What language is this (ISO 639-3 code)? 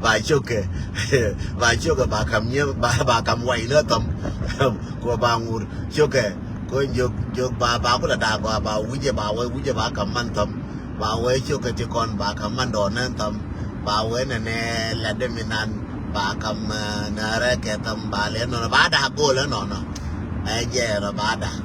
nus